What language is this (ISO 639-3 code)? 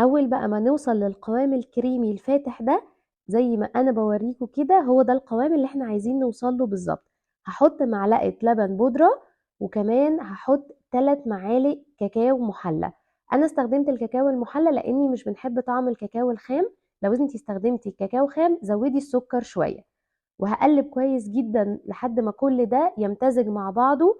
arz